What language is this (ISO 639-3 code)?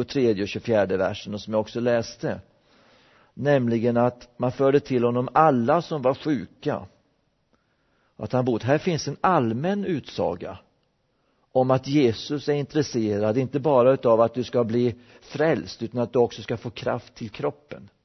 swe